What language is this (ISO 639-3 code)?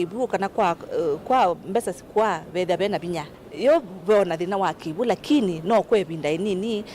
kam